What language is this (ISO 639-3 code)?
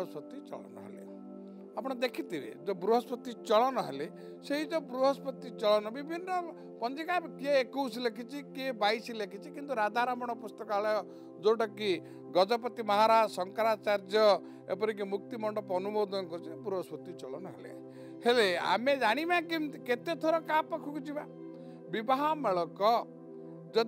ori